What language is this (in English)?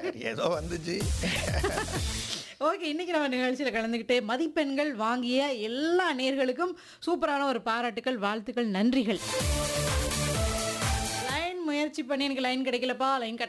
Tamil